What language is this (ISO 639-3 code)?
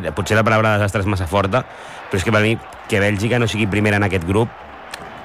cat